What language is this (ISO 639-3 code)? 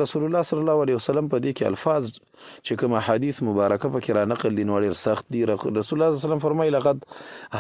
pus